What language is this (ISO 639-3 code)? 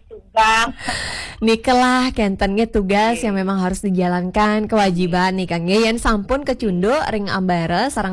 ban